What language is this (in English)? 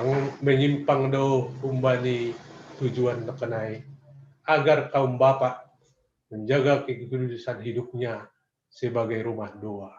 Batak Simalungun